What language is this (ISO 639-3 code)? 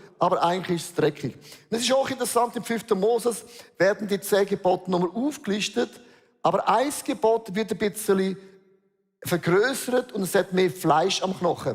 gsw